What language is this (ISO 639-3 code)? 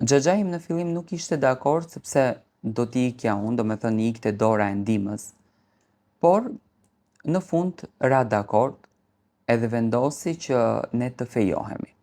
sqi